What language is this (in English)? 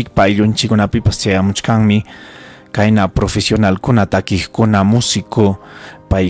Ayacucho Quechua